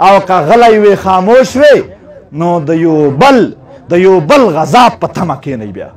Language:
Pashto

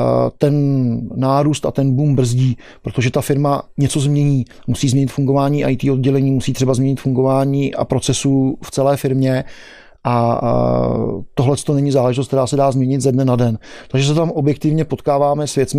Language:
Czech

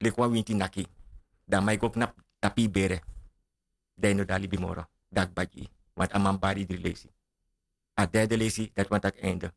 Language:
Sranan Tongo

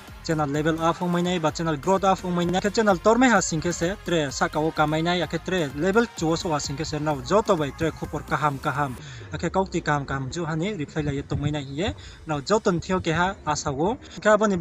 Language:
Riang (India)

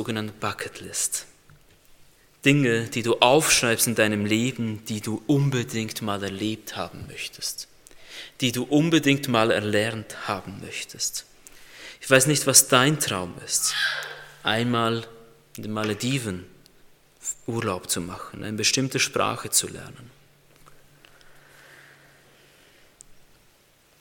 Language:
German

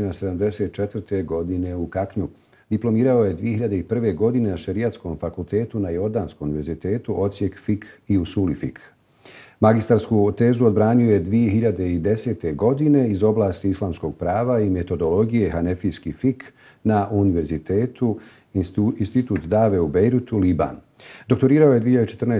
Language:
Bosnian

